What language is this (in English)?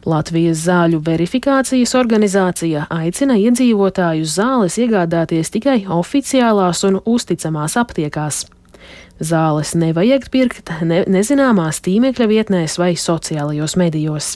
Latvian